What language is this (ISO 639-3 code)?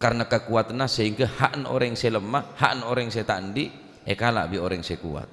mad